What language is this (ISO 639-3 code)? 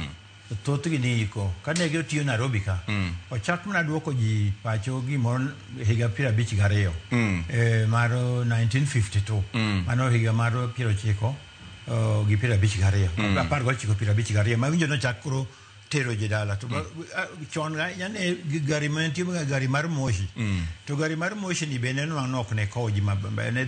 luo